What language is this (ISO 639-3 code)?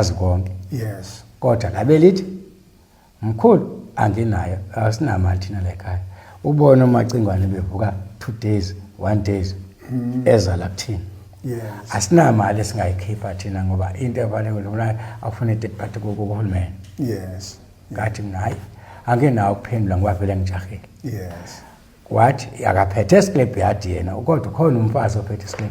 zul